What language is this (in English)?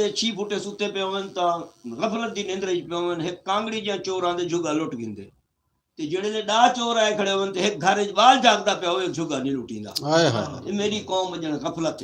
Saraiki